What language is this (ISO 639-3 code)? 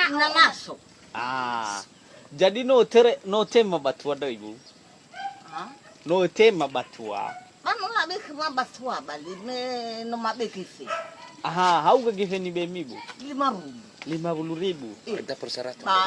nia